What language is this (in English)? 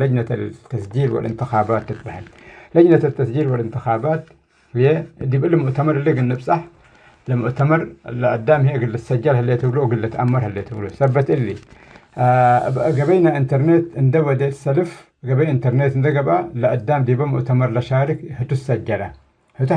Tigre